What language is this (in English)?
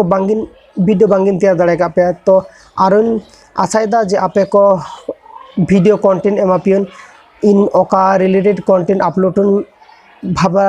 Santali